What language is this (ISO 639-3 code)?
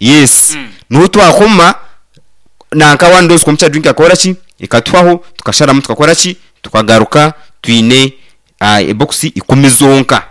nyn